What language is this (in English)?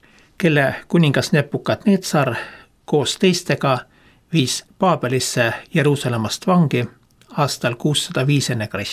Estonian